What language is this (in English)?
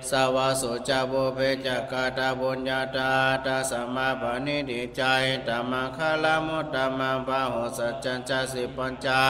Pali